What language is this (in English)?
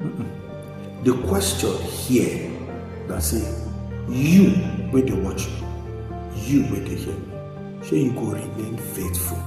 Nigerian Pidgin